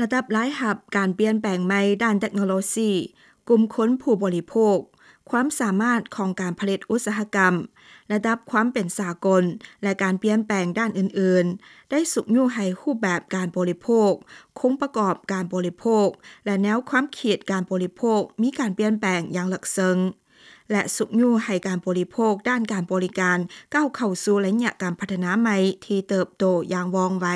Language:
Lao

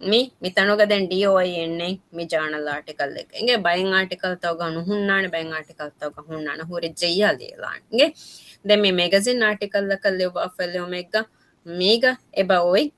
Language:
Divehi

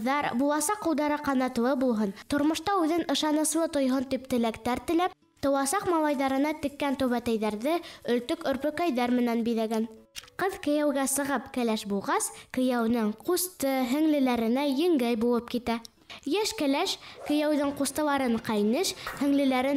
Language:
Bashkir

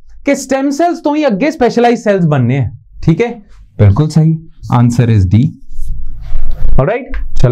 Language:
Punjabi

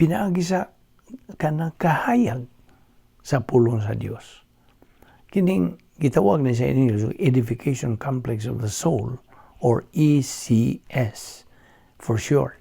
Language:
Cebuano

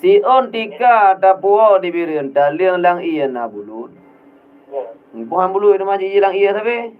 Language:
Achinese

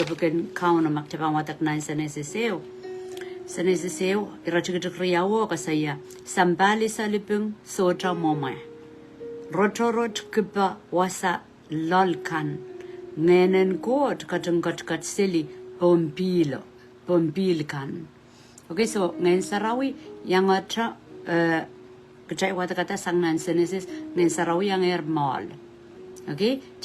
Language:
Pohnpeian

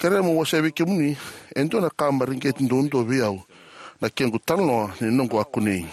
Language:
Fijian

